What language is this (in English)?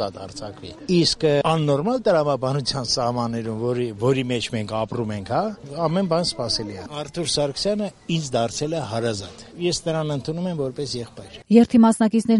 Armenian